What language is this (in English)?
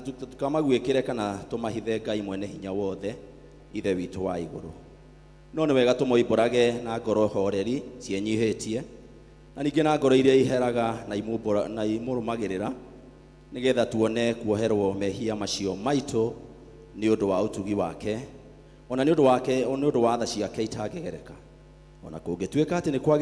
Kikuyu